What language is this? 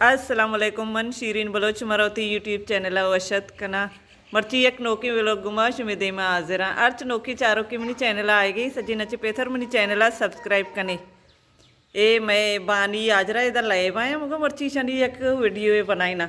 Baluchi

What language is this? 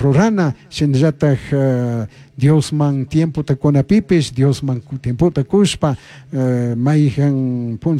Chimborazo Highland Quichua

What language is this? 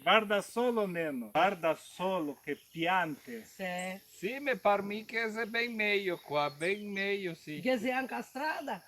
Venetian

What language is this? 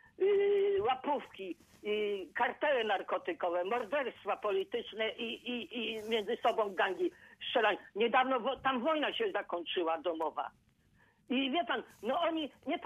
Polish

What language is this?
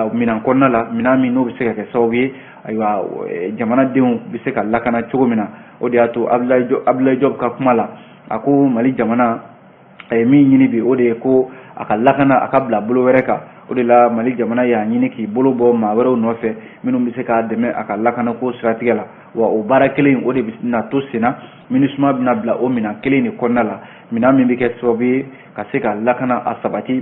Bambara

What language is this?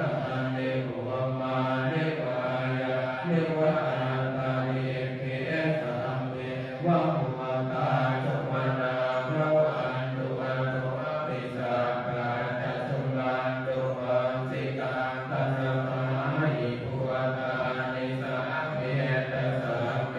Pali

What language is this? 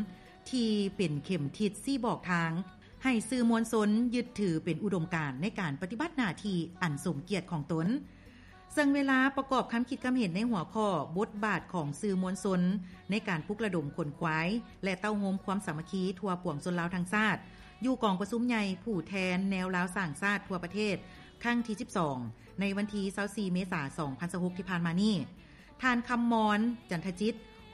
Lao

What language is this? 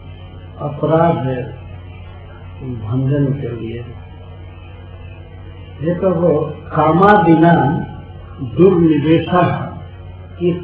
Hindi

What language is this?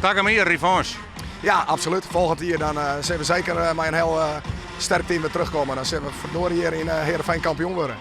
Western Frisian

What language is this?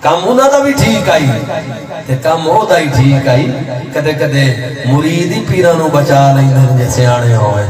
Saraiki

